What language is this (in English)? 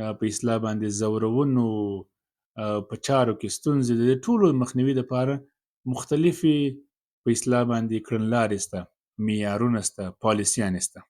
Pashto